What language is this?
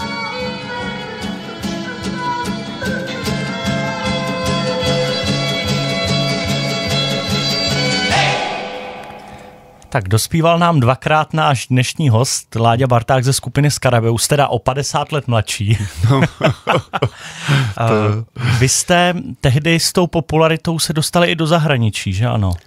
Czech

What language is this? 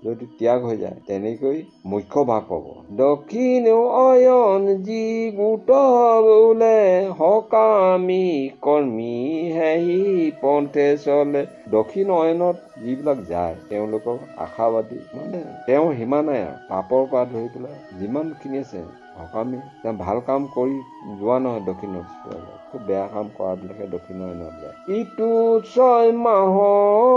Assamese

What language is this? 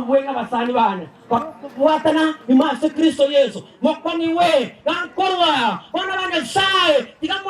Gusii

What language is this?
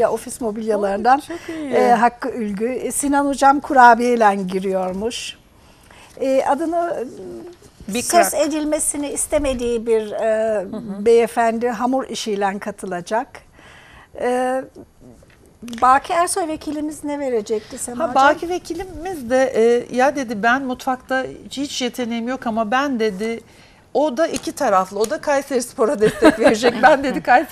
Turkish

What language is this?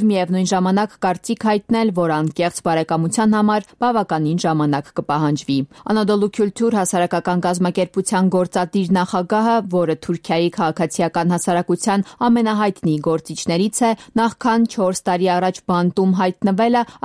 Armenian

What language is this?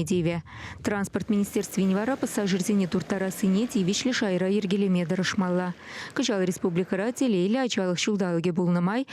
Chuvash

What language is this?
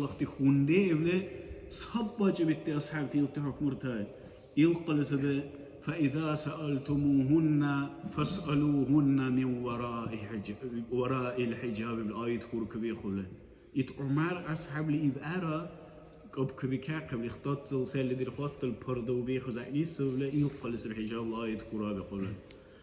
Dargwa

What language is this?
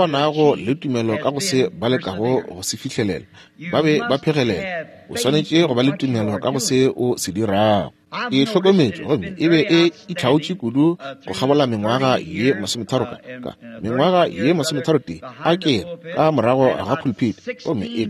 Northern Sotho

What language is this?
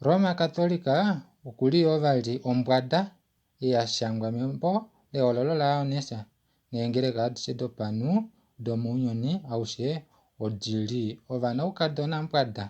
Kuanyama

